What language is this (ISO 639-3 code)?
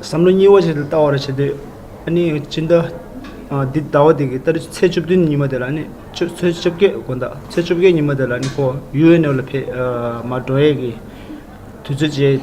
bod